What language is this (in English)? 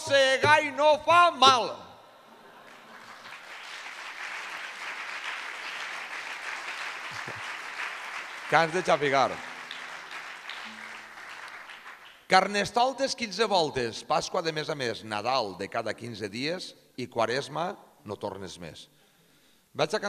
Catalan